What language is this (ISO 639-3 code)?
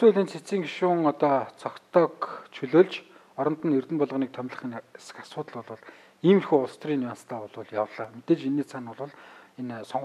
mon